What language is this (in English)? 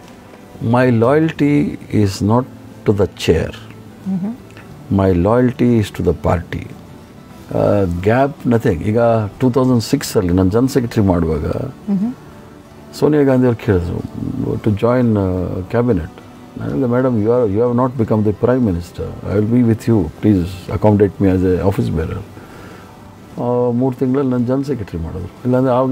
Kannada